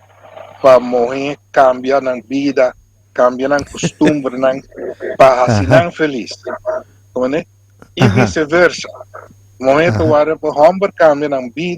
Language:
Papiamento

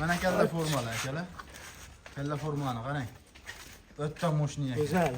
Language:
Uzbek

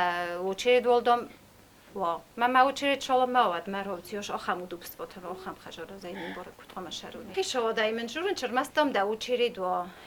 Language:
Ossetic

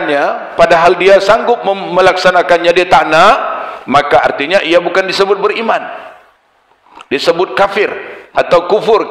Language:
Malay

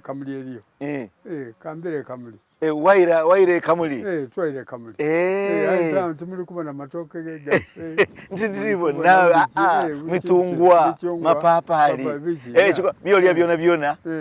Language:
Soga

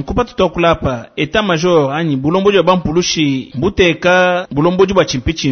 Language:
Luba-Lulua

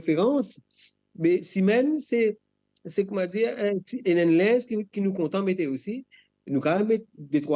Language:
Morisyen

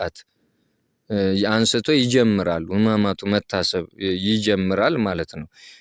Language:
Amharic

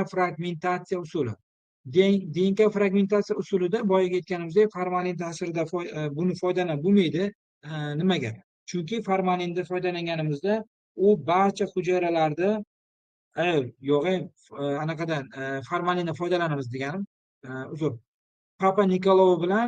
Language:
Uzbek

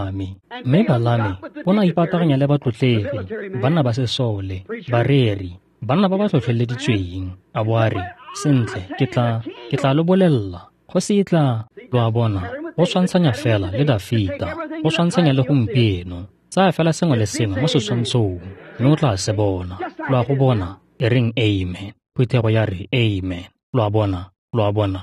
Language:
Tswana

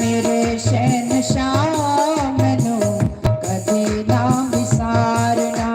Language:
Dogri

